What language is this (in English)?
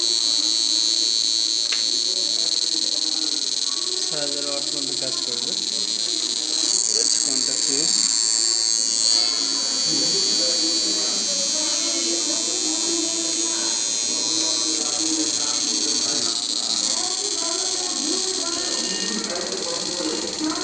Bangla